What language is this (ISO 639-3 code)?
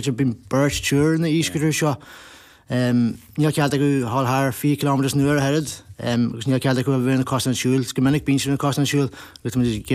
gle